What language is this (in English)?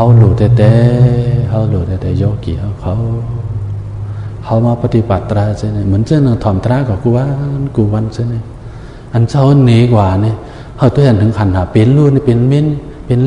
Shan